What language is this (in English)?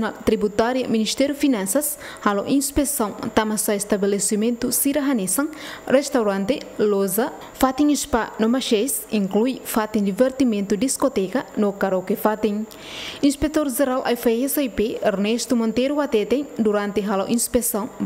Tetum